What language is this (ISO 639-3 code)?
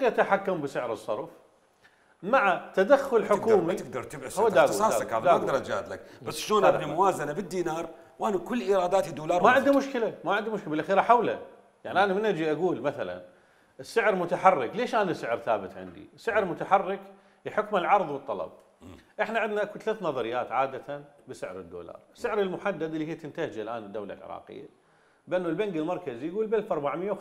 acm